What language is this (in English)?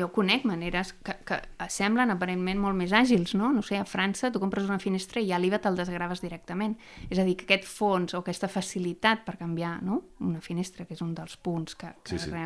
Catalan